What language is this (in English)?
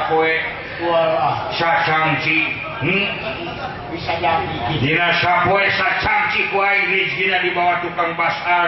Sundanese